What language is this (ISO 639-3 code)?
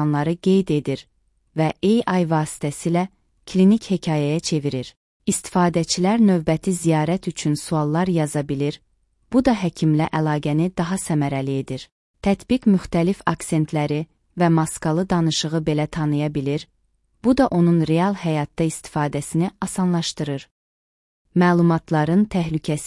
aze